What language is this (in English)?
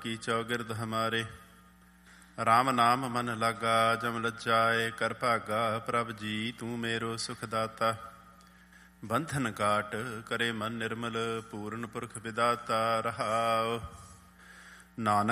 Punjabi